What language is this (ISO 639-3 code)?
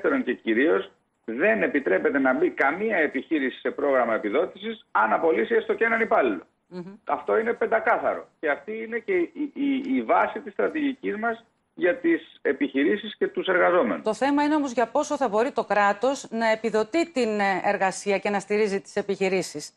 ell